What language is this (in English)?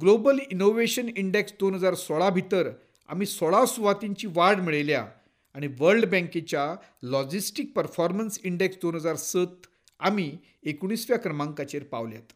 Konkani